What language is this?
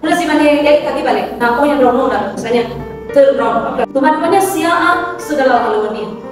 Nias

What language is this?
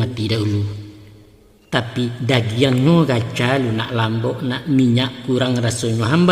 Minangkabau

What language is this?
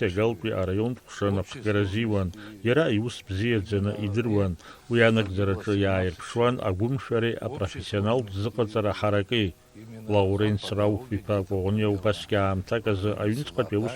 Abkhazian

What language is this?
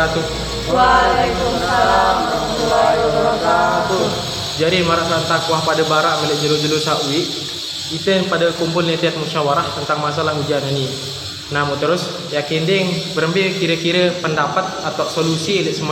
Sasak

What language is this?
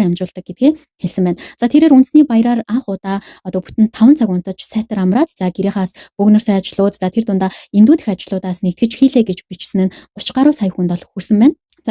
Mongolian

